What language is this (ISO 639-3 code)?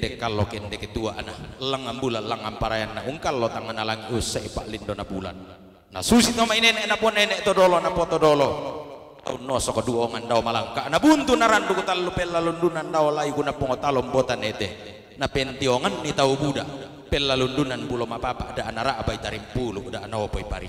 sda